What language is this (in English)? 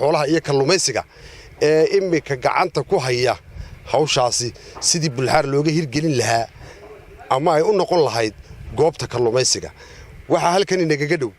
Somali